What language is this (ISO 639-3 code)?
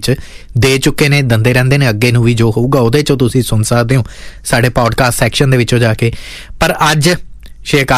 pan